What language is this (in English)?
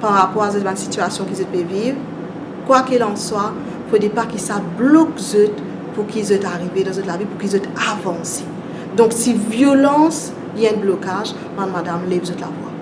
Morisyen